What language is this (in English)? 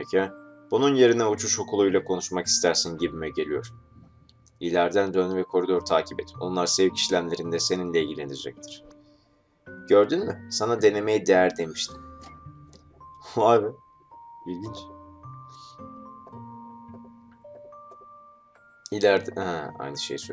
Turkish